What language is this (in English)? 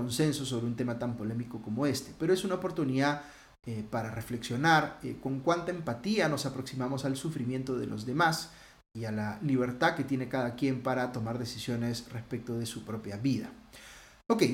Spanish